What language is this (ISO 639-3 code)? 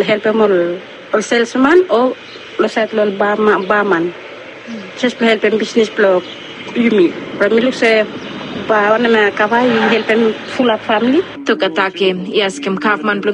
bis